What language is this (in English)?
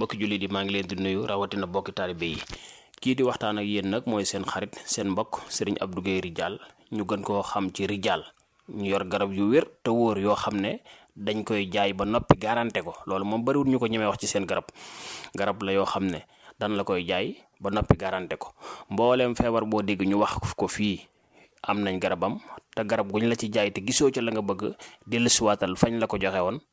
Wolof